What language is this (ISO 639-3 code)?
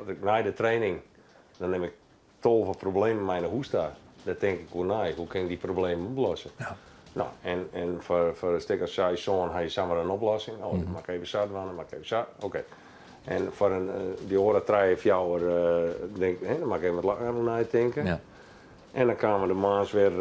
fry